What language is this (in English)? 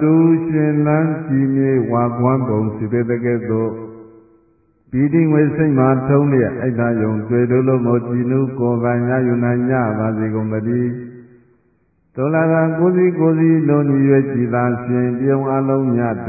Burmese